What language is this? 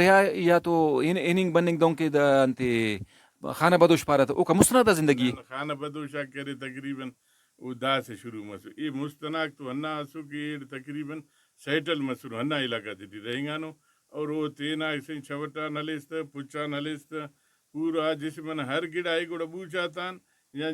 Brahui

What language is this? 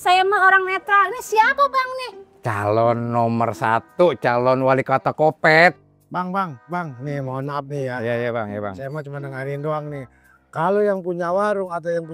Betawi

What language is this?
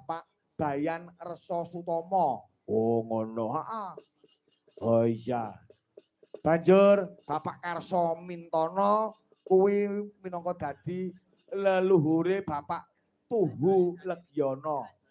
Javanese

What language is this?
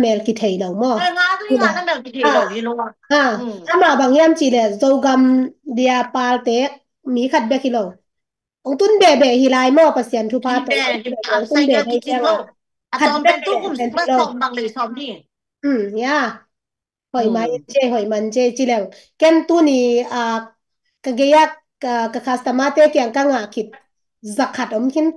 Tedim Chin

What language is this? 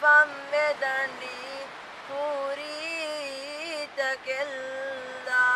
Divehi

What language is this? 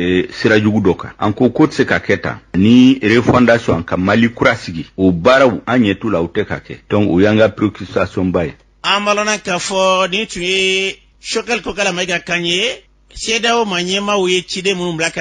Bambara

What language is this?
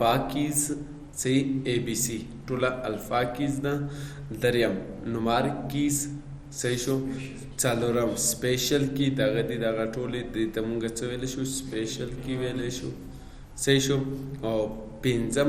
Pashto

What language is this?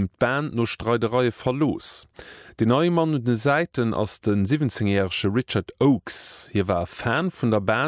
Luxembourgish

